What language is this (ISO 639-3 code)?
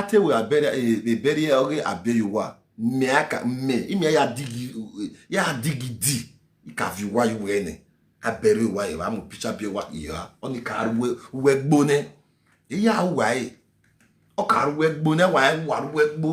pcm